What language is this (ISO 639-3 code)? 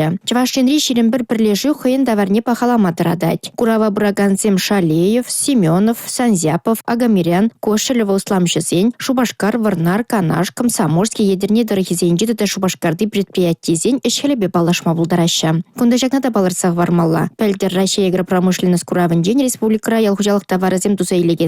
chv